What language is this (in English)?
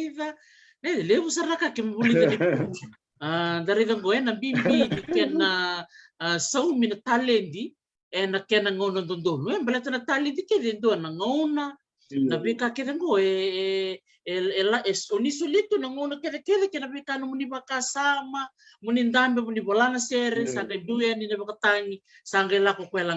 Fijian